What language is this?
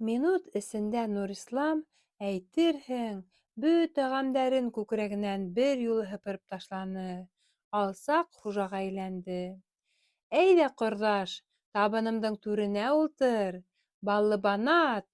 Bashkir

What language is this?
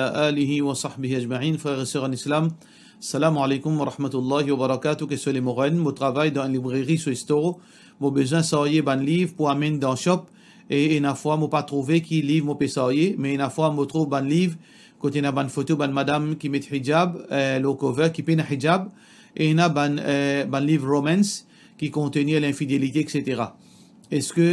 Morisyen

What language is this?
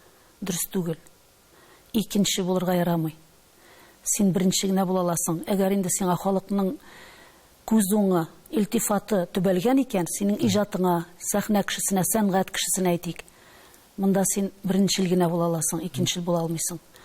Tatar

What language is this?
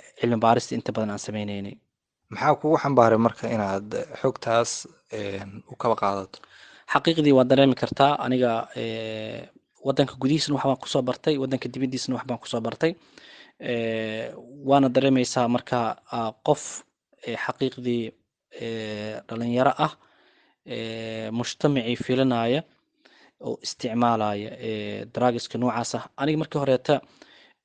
Somali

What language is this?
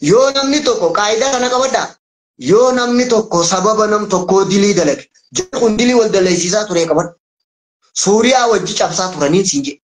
Oromo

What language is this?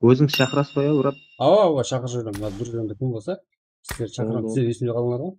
Kara-Kalpak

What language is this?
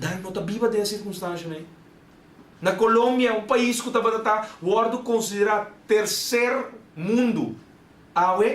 Papiamento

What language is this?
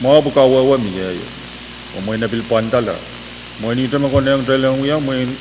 Pohnpeian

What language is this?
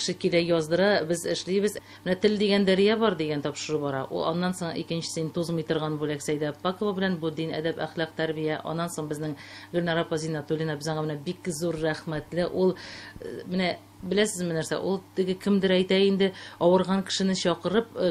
Tatar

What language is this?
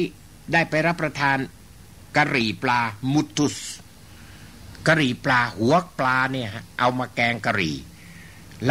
Thai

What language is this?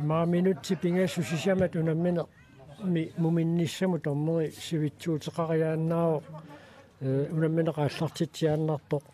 Kalaallisut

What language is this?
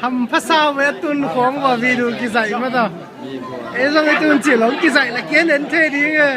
Tedim Chin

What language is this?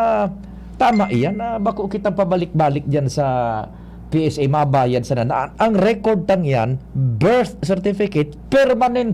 Bikol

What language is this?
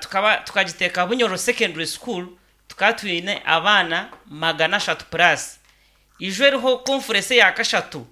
Nyankole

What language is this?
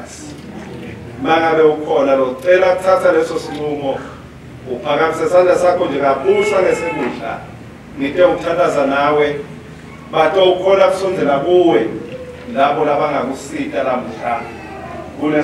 Swati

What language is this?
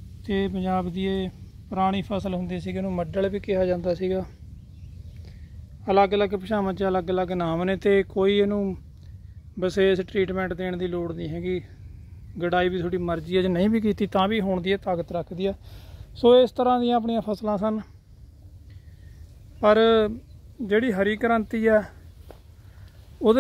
Punjabi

